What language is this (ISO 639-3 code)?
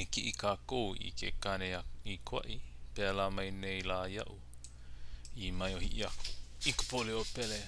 haw